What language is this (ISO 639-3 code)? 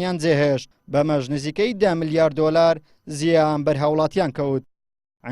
ckb